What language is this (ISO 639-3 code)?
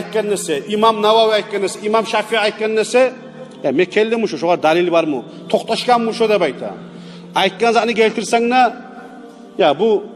kum